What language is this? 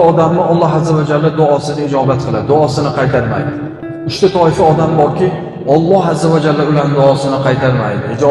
Uzbek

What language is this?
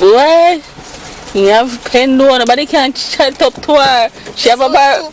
Jamaican Creole English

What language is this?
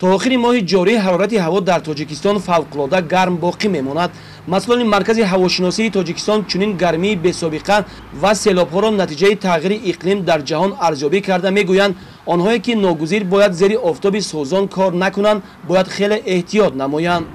Tajik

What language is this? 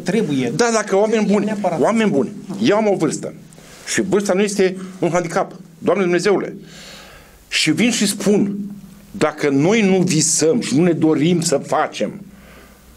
Romanian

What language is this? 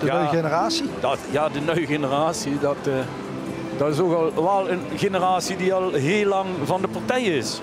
Limburgish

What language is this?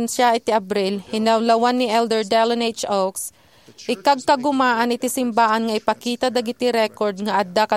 Iloko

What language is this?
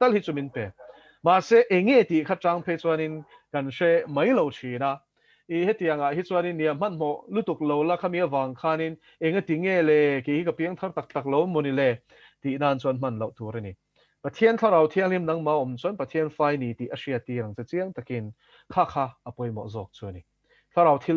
Mizo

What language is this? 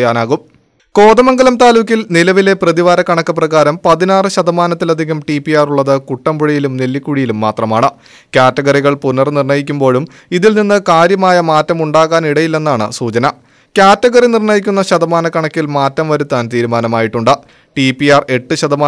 Malayalam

